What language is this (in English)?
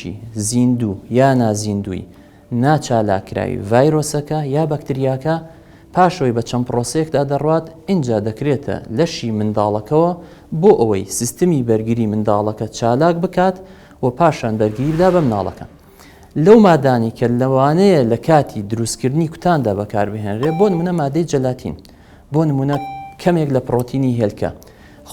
Central Kurdish